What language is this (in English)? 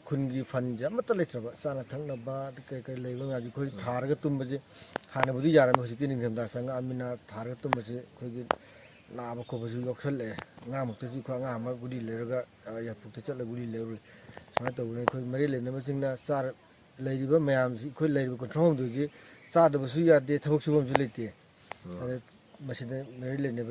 Manipuri